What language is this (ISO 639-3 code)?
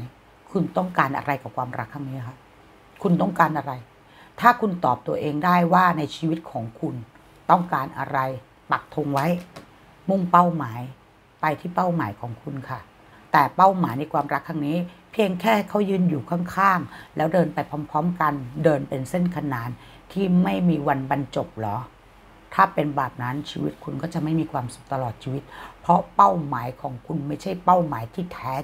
tha